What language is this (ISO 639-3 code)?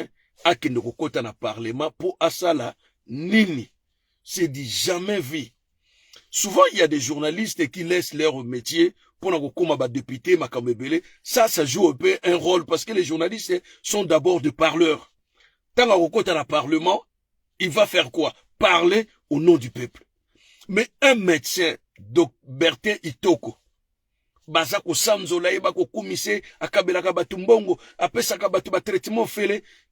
lin